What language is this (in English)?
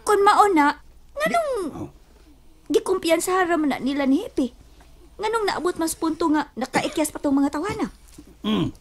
Cebuano